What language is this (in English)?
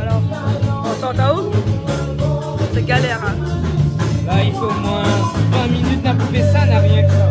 Réunion Creole French